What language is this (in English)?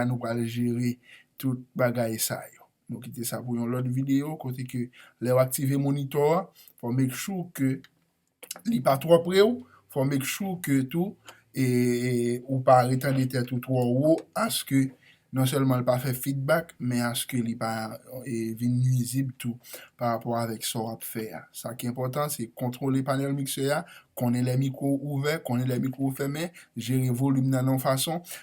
Haitian Creole